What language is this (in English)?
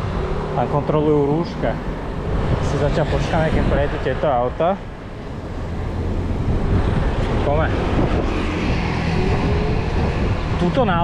Slovak